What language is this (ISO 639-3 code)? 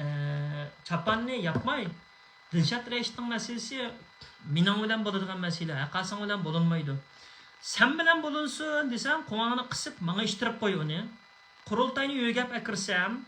uig